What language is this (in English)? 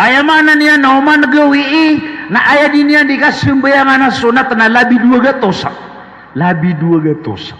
Maranao